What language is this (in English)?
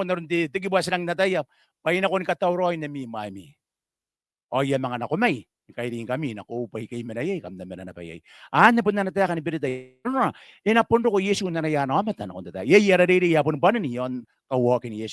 Gilbertese